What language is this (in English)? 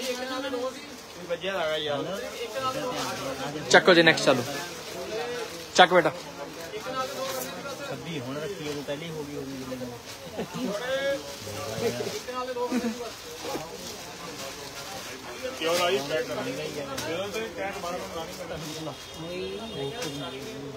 Punjabi